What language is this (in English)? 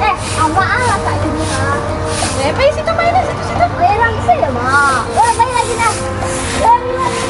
Minangkabau